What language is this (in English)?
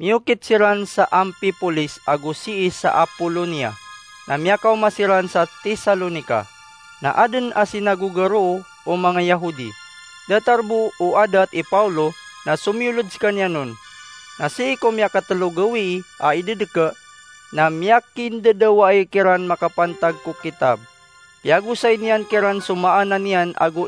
Maranao